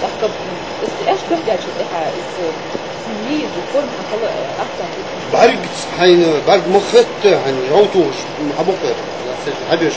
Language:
Ingush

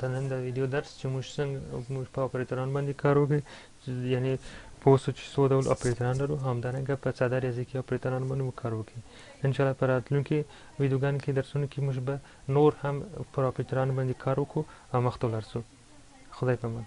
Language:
Pashto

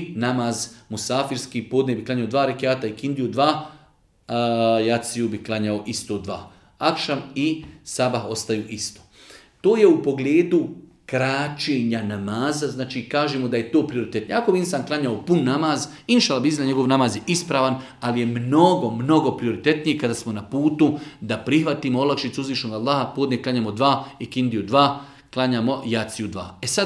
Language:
Bosnian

